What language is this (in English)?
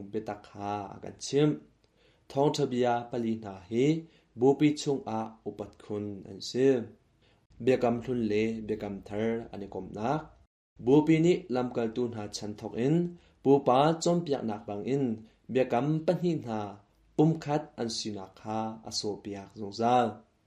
Hakha Chin